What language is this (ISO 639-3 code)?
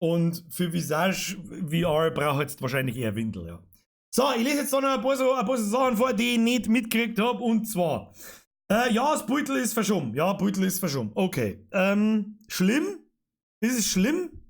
bar